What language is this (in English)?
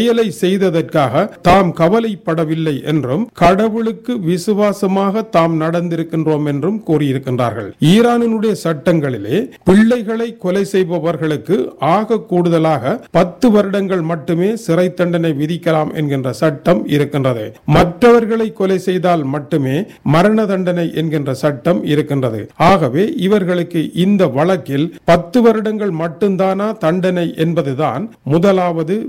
Tamil